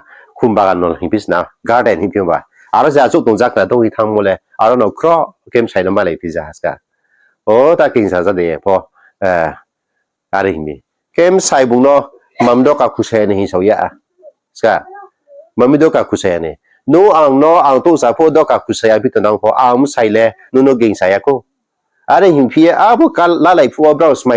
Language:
Riang (India)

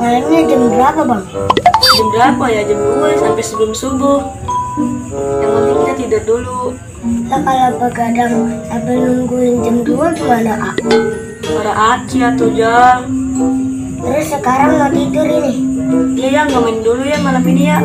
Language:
Betawi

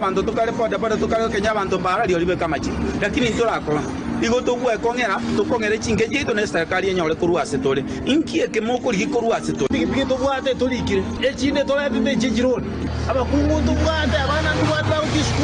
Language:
Gusii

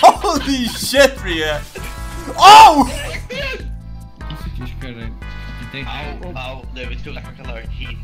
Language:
Faroese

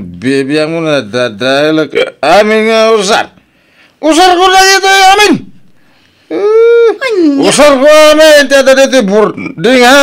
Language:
Iloko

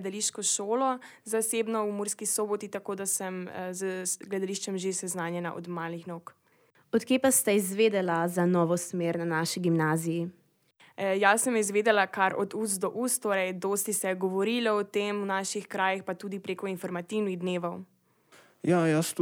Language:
Slovenian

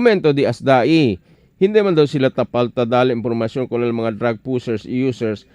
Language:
Chavacano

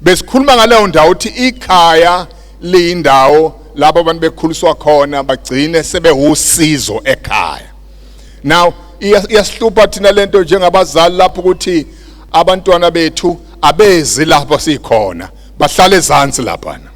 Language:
Zulu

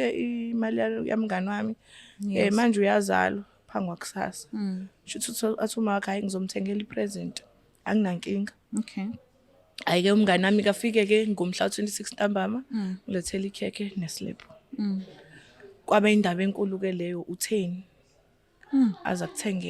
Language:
Zulu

